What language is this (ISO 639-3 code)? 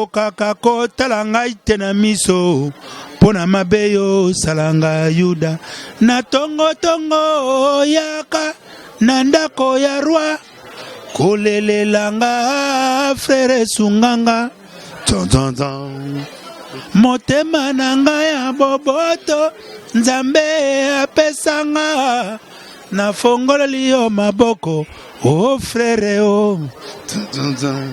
lin